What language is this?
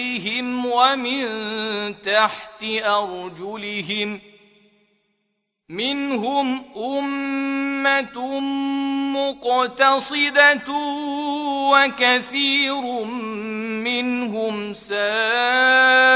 Arabic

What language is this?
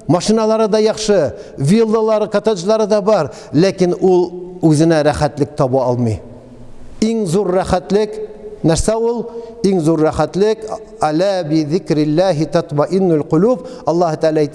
Tatar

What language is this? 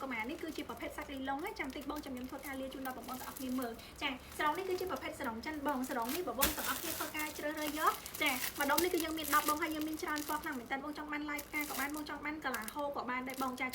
Khmer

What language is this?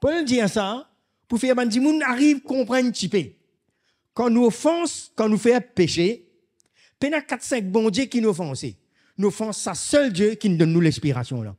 Morisyen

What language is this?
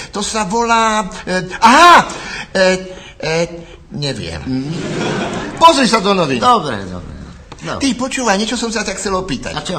Slovak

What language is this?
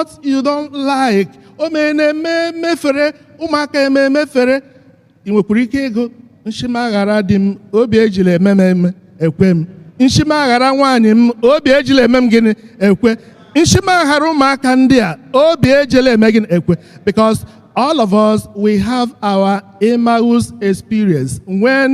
Igbo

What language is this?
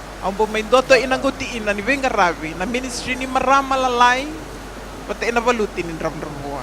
Fijian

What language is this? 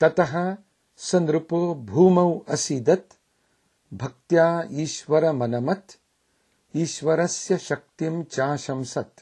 Sanskrit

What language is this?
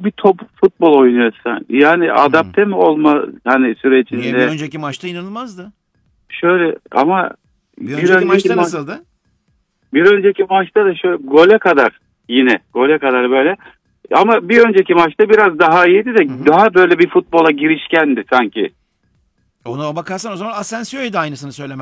Turkish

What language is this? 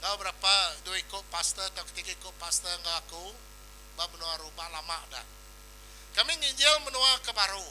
Iban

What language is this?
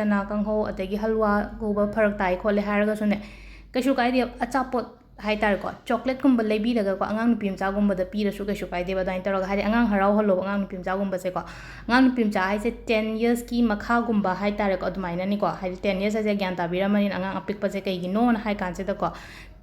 Manipuri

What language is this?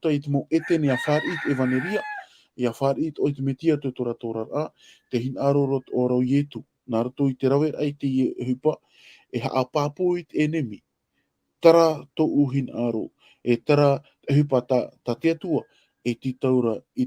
Tahitian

